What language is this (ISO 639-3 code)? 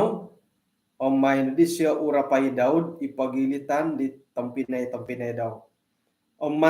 dtp